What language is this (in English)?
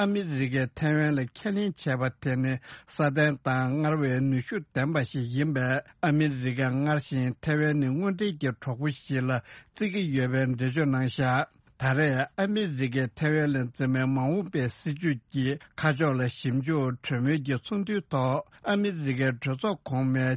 Tibetan